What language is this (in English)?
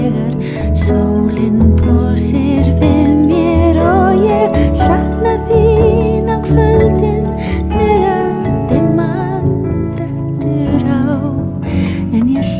Icelandic